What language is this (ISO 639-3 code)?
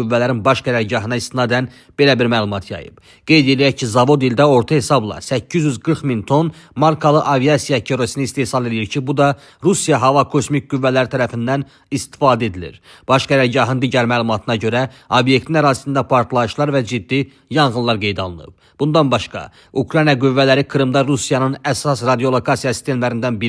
aze